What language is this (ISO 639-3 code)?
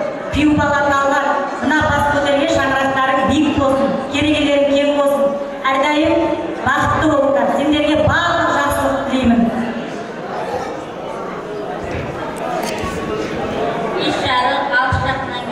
kaz